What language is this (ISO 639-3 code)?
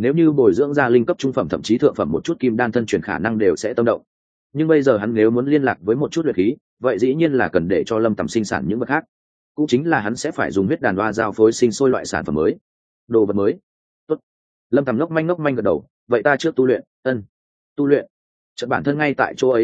vie